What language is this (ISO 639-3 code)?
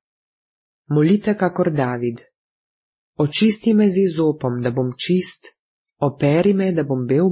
slv